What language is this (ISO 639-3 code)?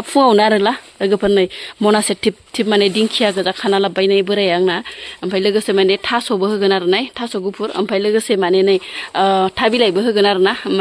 brx